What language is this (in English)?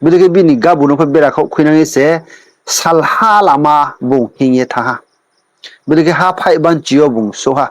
Riang (India)